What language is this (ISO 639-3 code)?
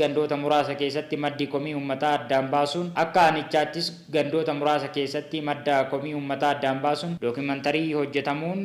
orm